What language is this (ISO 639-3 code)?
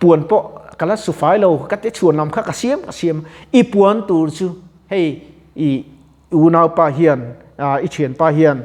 lus